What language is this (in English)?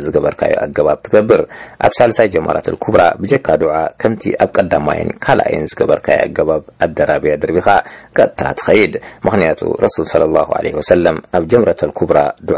Tigrinya